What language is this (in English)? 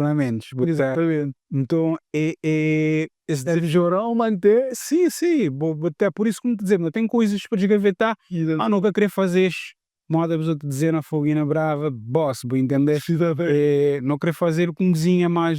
Kabuverdianu